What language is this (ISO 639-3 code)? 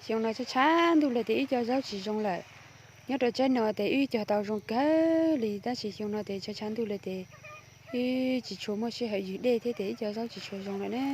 hmn